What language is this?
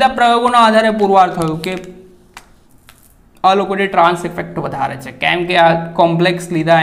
Gujarati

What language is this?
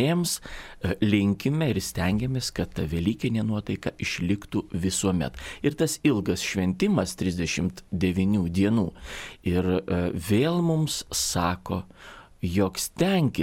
Lithuanian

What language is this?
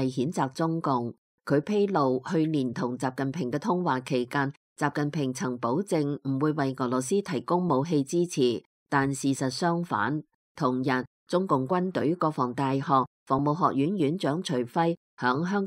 Cantonese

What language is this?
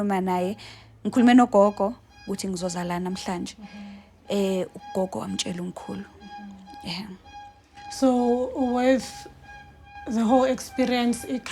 Zulu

